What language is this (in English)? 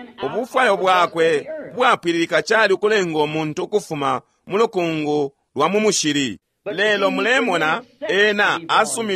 Bemba